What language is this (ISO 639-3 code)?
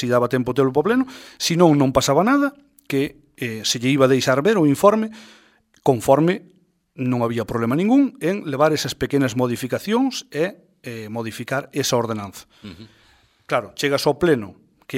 glg